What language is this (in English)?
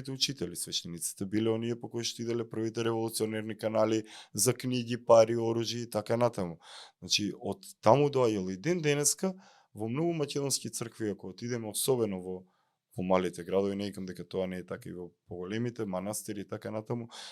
Macedonian